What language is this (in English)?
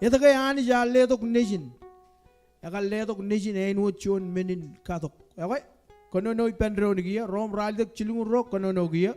Marshallese